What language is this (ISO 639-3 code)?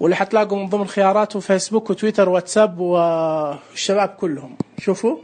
ars